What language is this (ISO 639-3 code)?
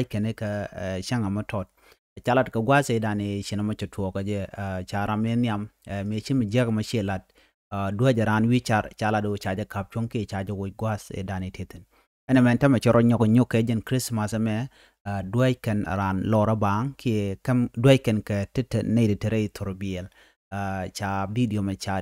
nus